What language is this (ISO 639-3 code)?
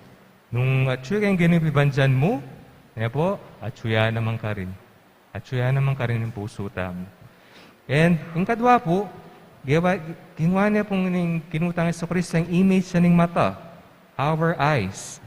pam